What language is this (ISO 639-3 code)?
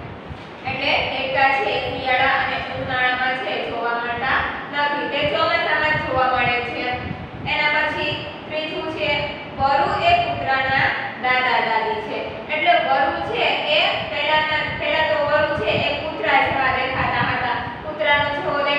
guj